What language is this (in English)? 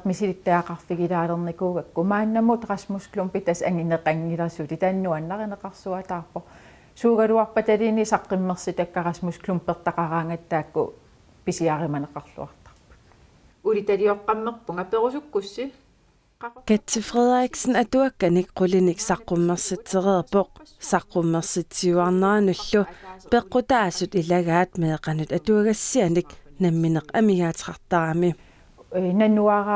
Kalaallisut